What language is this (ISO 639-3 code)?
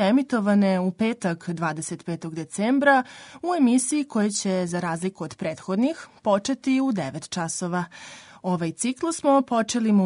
srp